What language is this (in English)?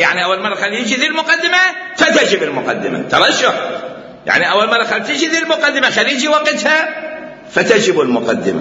Mesopotamian Arabic